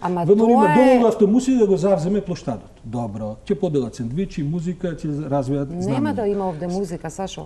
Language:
Macedonian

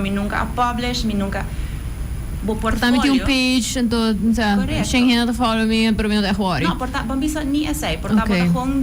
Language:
Papiamento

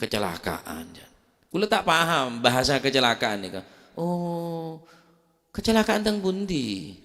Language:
Madurese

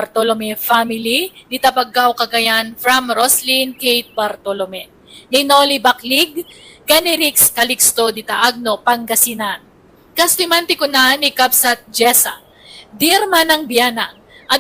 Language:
Iloko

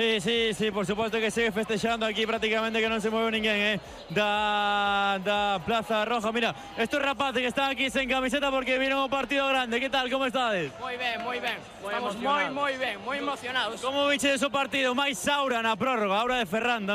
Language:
Galician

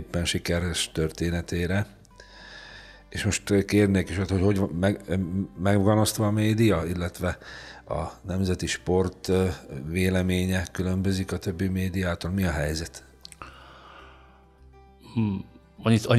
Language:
Hungarian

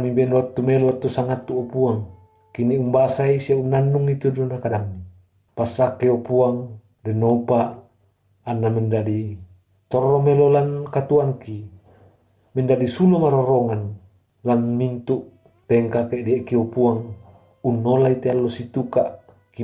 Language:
Toraja-Sa'dan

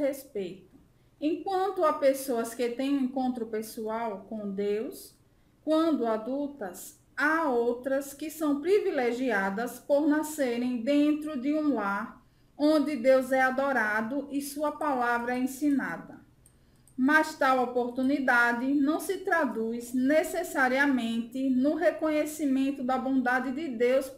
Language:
Portuguese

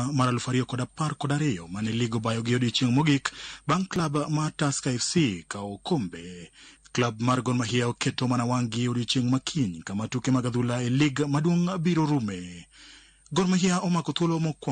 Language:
Luo (Kenya and Tanzania)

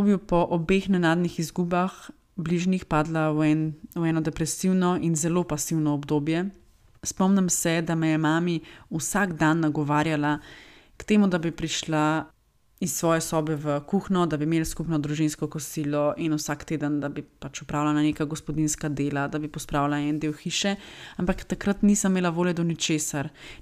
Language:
Slovenian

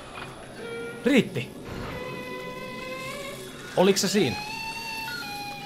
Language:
Finnish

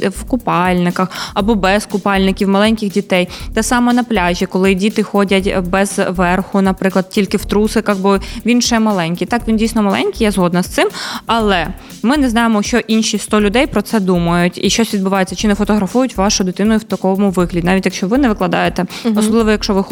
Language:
Ukrainian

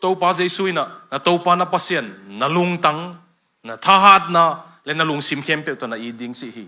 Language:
Tedim Chin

